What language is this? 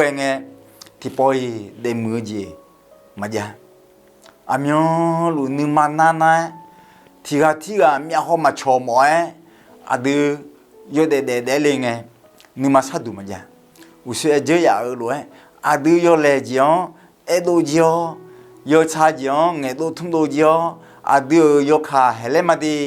Akha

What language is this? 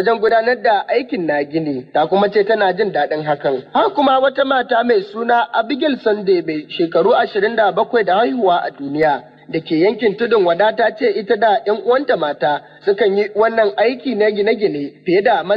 Hausa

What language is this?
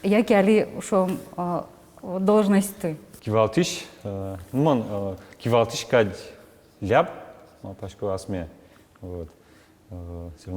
Udmurt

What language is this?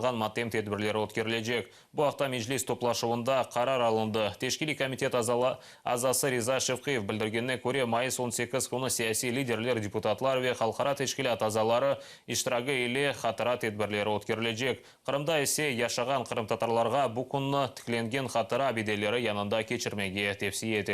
Crimean Tatar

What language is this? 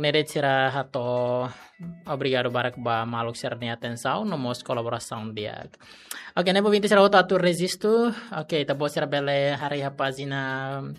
Tetum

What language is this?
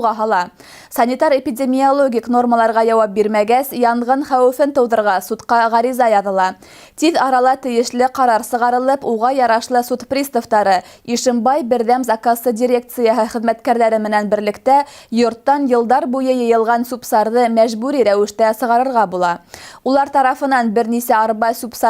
Bashkir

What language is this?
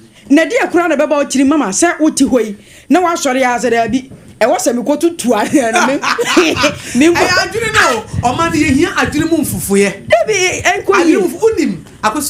Akan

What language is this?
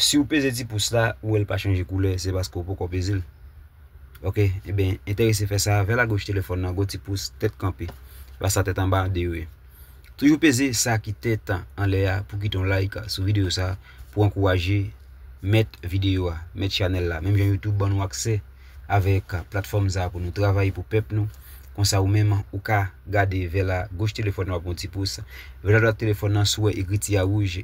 Haitian Creole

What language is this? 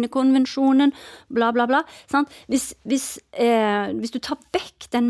Norwegian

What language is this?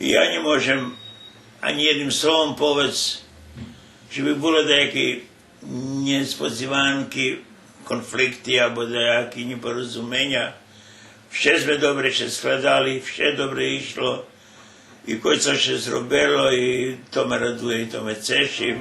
Rusyn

